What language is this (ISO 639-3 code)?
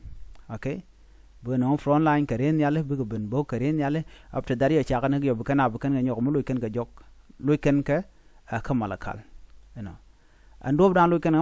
nus